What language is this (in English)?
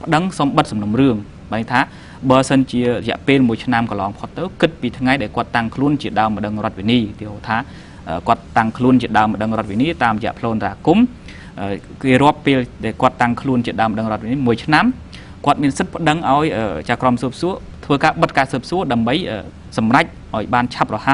Khmer